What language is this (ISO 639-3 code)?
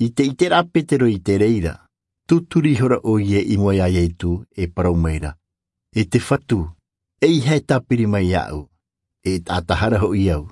tah